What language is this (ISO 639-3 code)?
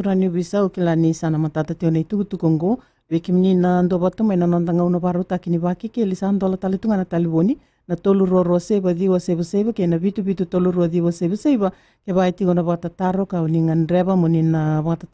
fij